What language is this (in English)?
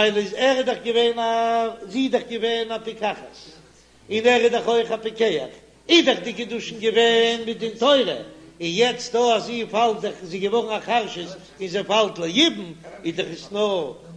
Yiddish